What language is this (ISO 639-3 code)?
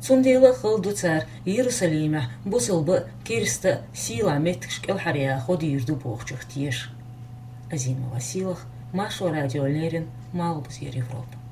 che